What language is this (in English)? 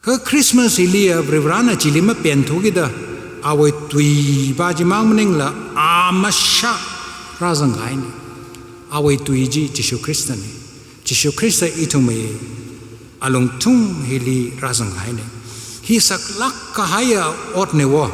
Tangkhul Naga (India)